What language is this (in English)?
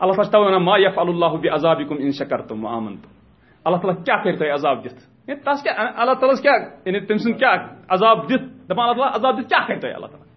Kashmiri